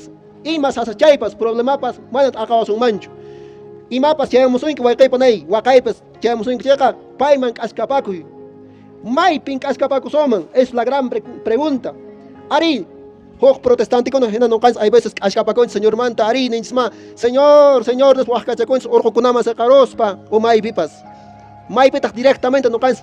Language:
Quechua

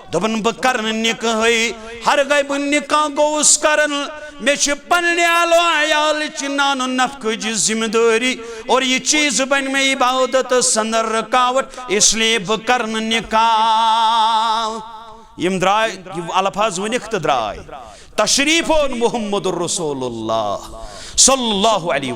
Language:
Kashmiri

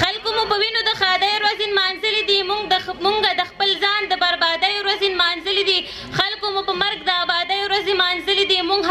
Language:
Pashto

